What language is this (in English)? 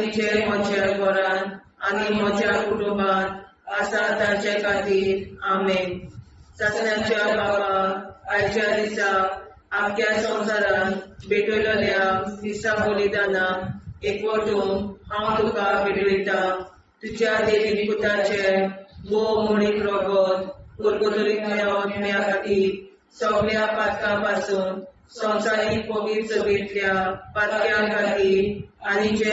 Konkani